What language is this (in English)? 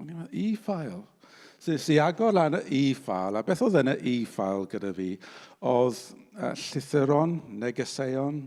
Welsh